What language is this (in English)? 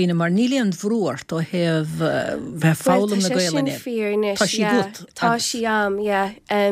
Irish